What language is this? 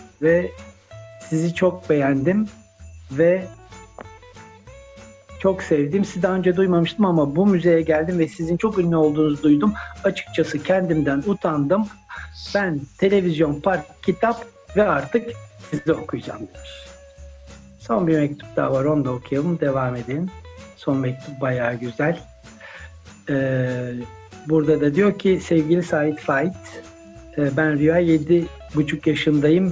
Turkish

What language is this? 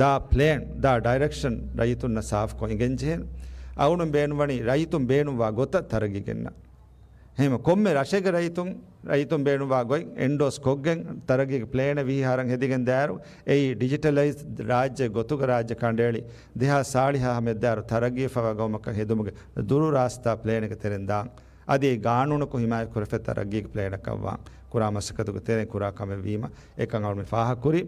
Divehi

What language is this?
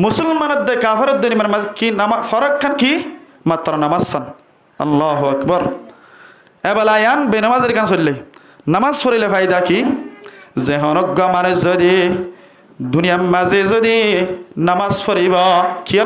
Rohingya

